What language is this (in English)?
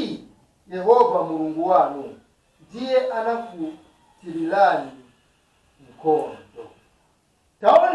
Nyanja